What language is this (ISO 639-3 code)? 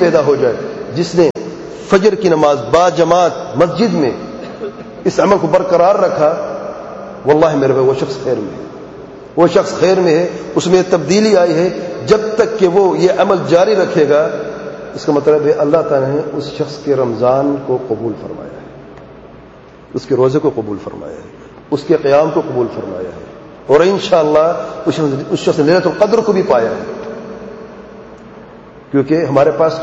urd